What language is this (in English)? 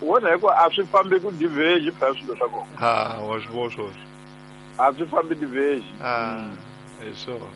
Tsonga